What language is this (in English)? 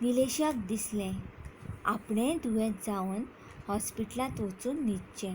Konkani